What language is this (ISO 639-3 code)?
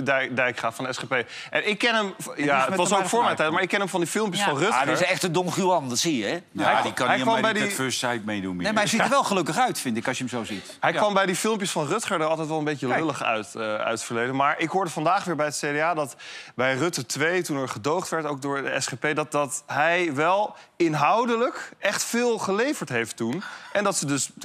nld